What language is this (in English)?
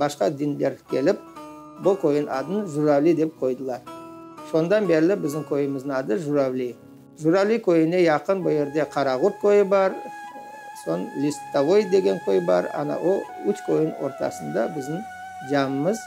Crimean Tatar